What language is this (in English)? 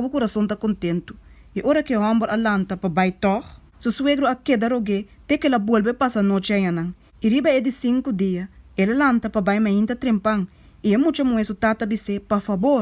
Papiamento